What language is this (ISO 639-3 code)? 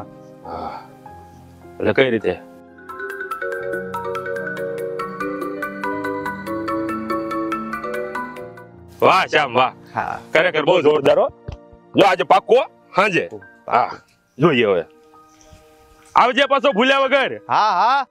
guj